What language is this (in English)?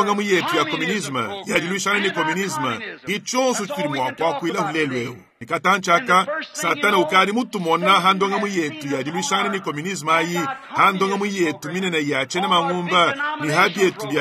Luba-Lulua